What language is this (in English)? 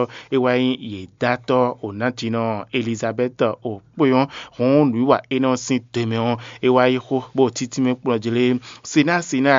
Fon